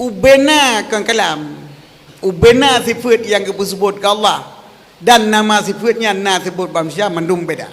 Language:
Achinese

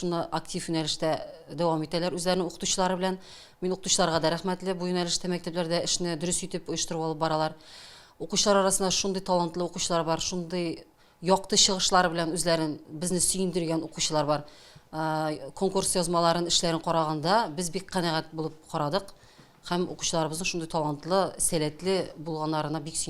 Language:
Tatar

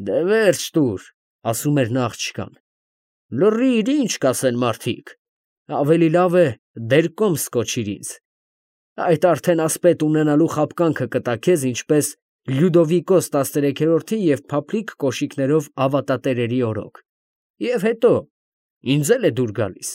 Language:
Armenian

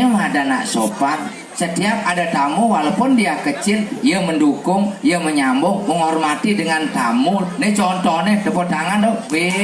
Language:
Balinese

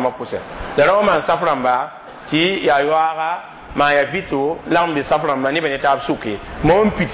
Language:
Mossi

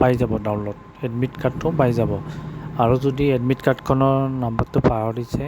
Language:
Assamese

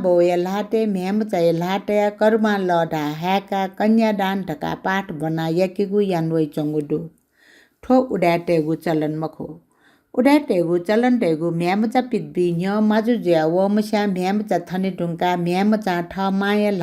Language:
Newari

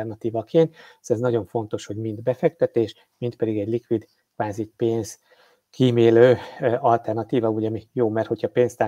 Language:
Hungarian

